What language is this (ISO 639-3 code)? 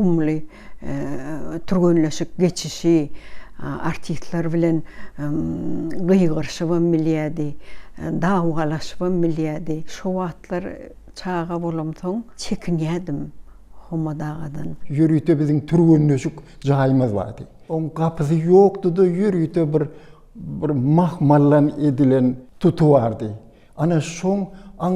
tuk